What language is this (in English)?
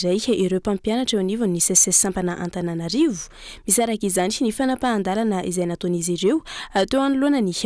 Malagasy